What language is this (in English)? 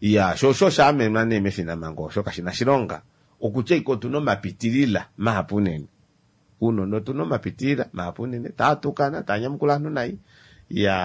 Kuanyama